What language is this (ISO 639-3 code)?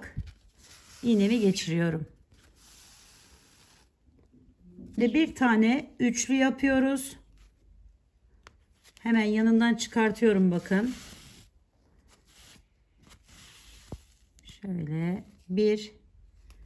tur